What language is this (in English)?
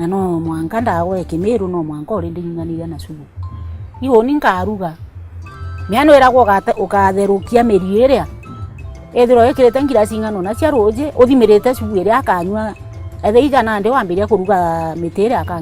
Meru